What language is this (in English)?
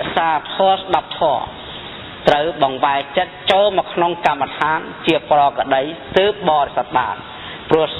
Khmer